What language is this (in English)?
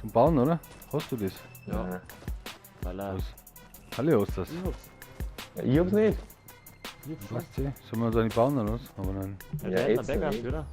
Bavarian